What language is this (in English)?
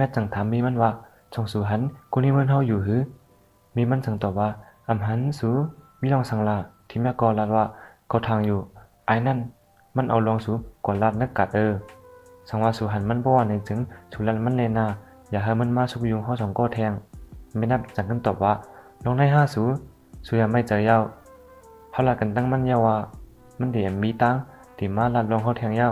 Shan